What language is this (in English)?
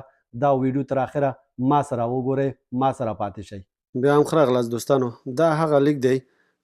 Pashto